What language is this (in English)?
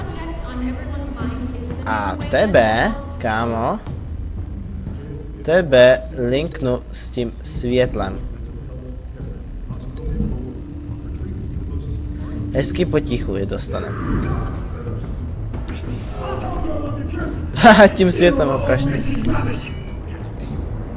Czech